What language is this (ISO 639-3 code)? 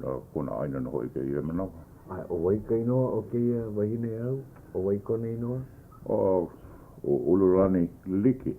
haw